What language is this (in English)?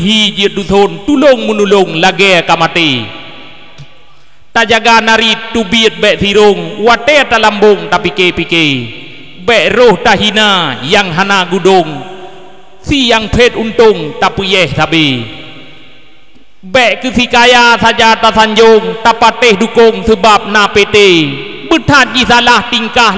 Achinese